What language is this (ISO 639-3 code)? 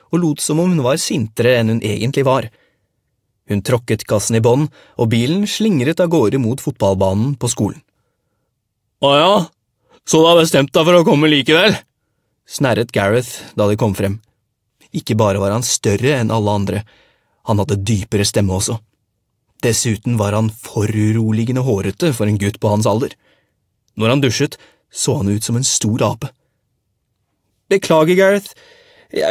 nor